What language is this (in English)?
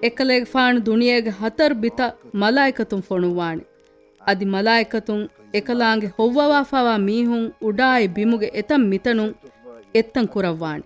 Divehi